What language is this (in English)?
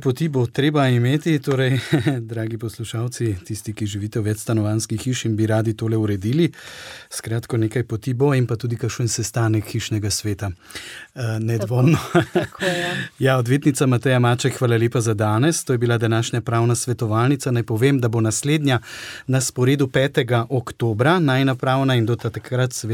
Slovenian